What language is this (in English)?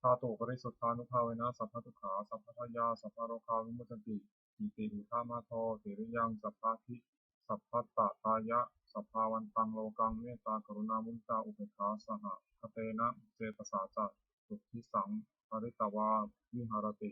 Pali